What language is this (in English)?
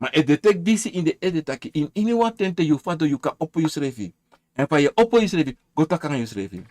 Sranan Tongo